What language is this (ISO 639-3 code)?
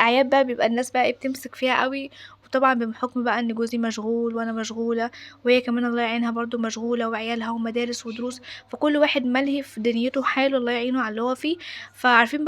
arz